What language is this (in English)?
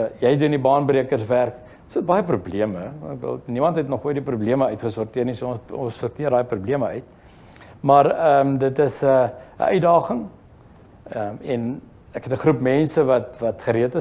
Afrikaans